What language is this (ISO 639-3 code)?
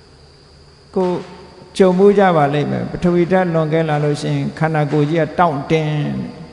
mya